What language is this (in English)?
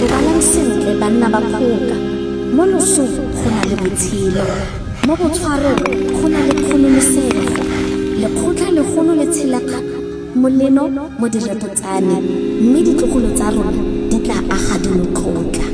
Tswana